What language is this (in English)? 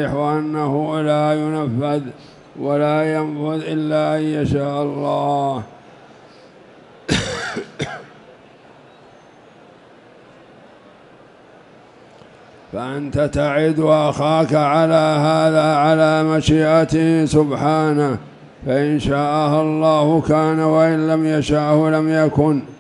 Arabic